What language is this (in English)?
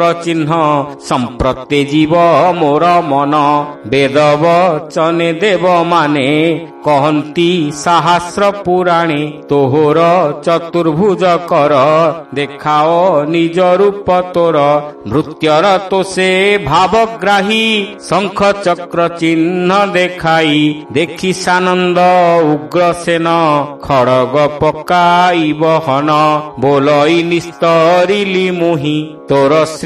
Odia